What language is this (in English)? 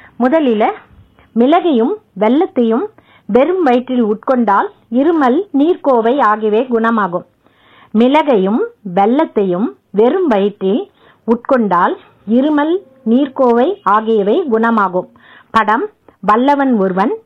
Tamil